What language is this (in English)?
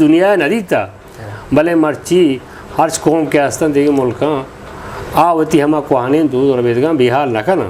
Eastern Balochi